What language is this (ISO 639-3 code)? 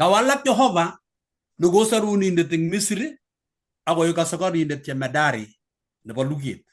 kln